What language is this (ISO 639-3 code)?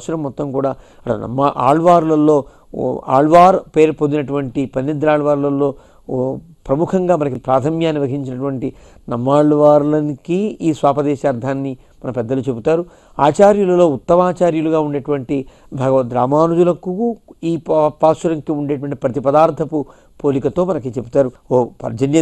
tel